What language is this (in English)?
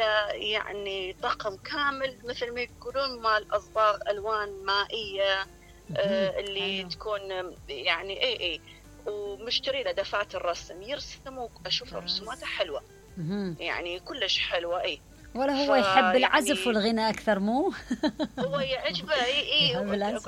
Mesopotamian Arabic